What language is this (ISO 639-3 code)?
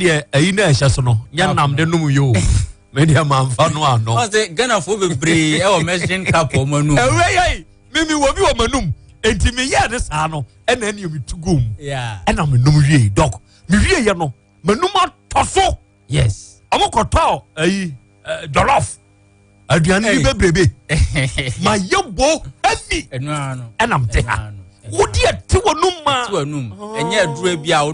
aka